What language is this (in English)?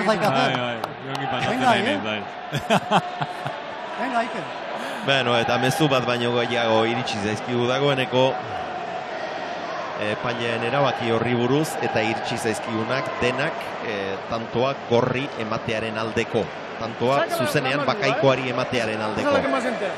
Basque